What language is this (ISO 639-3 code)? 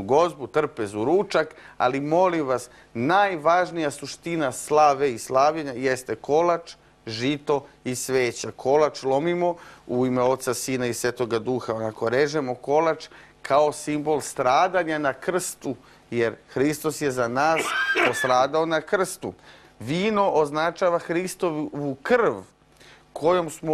srp